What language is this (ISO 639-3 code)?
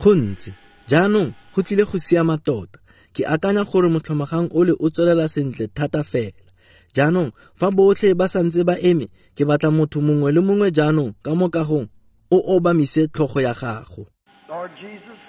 tsn